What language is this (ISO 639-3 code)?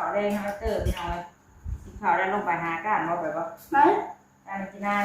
tts